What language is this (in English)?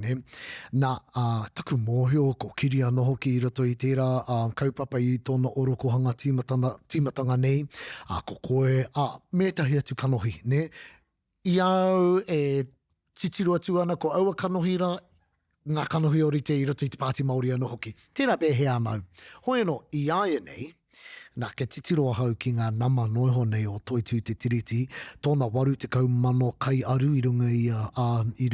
Māori